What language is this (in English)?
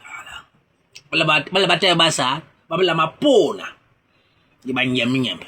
Basaa